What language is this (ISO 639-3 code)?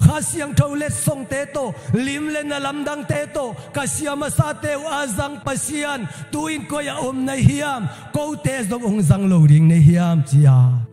ctd